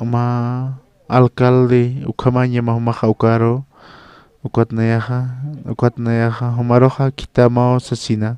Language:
Aymara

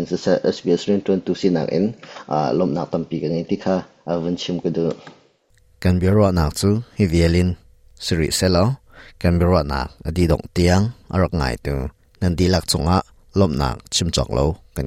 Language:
Hakha Chin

